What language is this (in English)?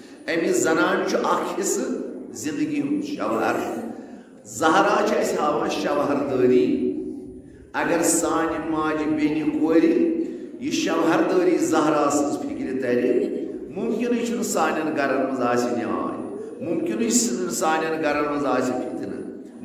Kashmiri